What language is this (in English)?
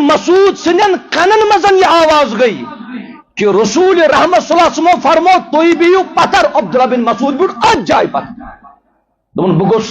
Kashmiri